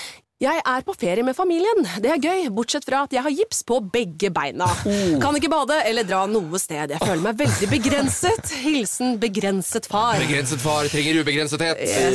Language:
Norwegian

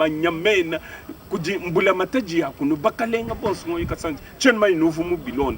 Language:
Luba-Lulua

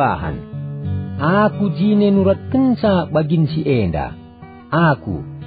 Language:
Batak Karo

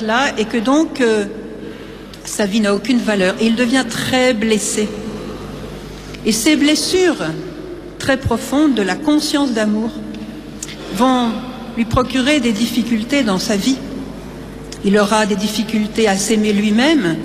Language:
French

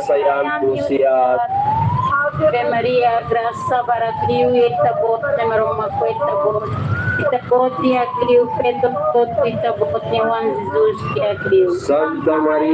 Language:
Tetum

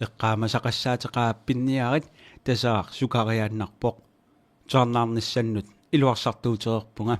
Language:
Kalaallisut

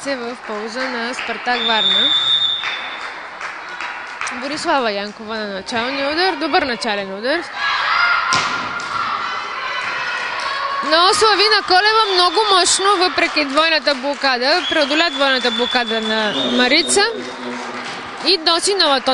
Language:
Bulgarian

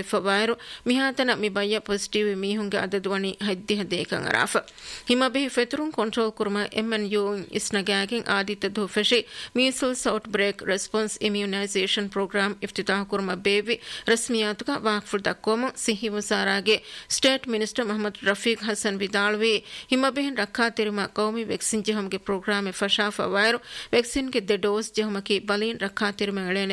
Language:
Divehi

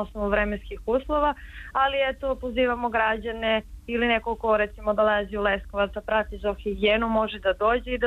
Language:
Serbian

